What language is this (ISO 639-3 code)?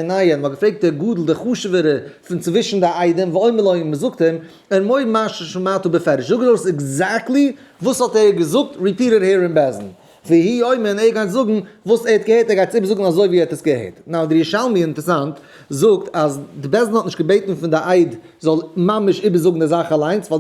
yid